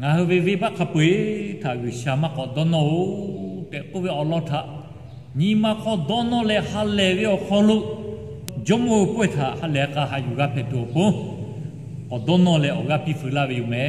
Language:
Lahu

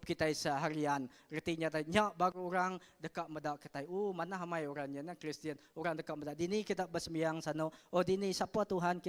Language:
Iban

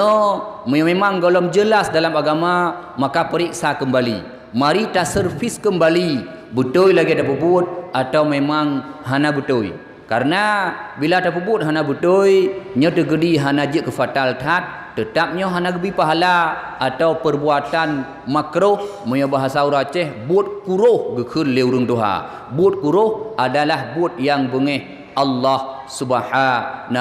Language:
Achinese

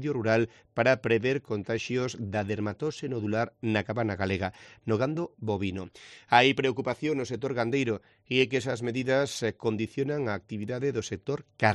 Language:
Galician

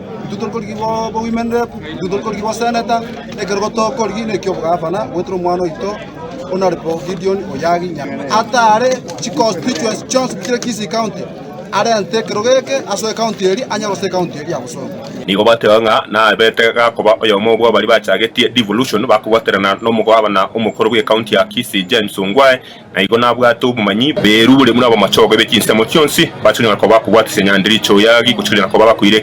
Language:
Gusii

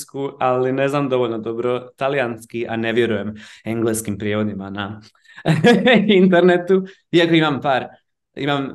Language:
Croatian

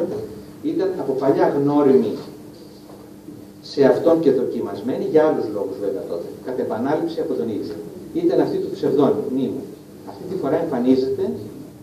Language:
Greek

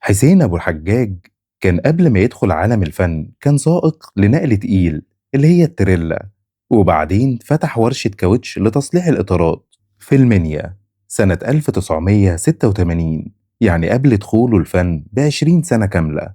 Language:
Egyptian Arabic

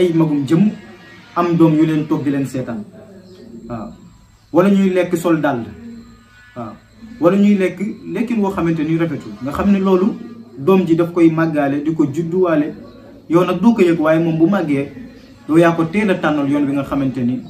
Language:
Wolof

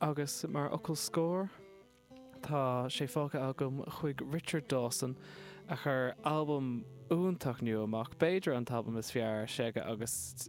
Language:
Irish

